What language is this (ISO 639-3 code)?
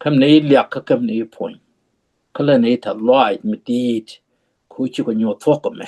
nus